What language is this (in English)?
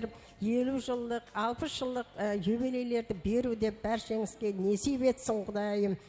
Kara-Kalpak